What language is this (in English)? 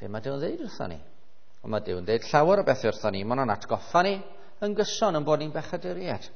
Welsh